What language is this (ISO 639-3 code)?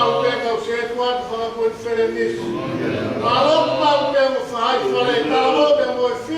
ton